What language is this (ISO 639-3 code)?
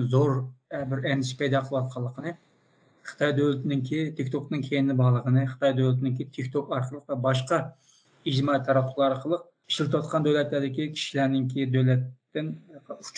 uig